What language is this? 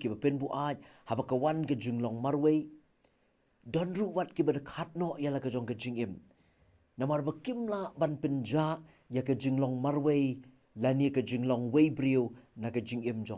Khasi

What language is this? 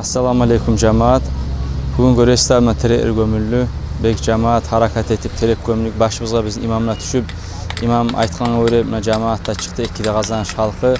Kumyk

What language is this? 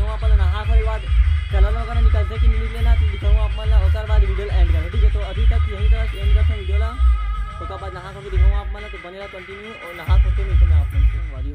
Chhattisgarhi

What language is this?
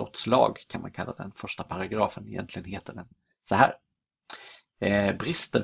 Swedish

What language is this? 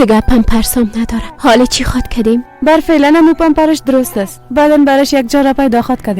Persian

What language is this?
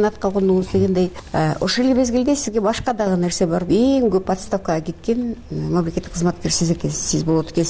Kyrgyz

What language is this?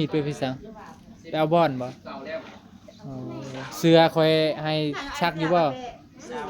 Northeastern Thai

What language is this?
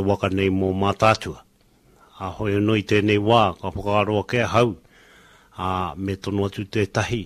Māori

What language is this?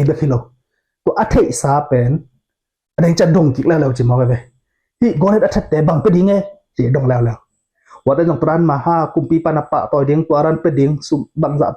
Tedim Chin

